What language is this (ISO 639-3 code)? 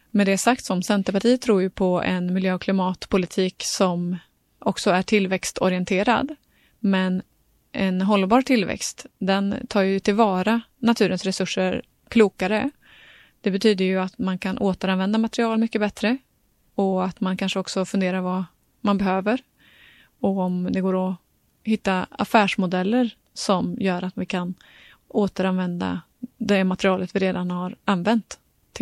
swe